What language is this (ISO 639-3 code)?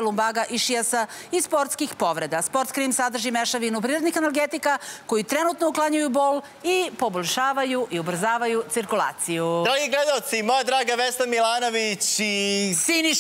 srp